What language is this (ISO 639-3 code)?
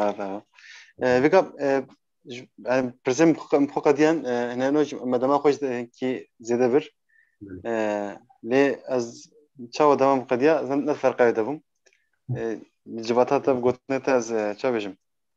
kur